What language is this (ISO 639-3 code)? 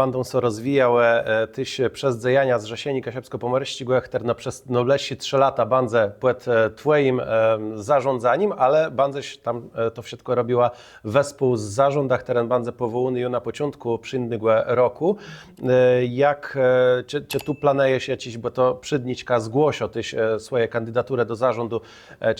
csb